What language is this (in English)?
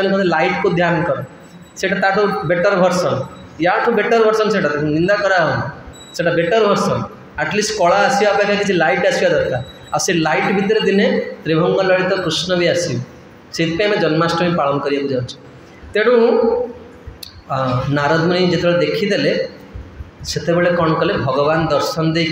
Odia